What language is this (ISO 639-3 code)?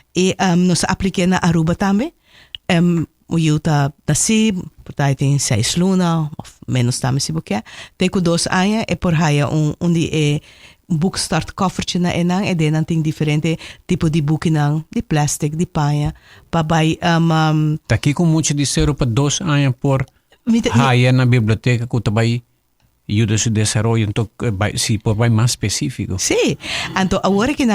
pap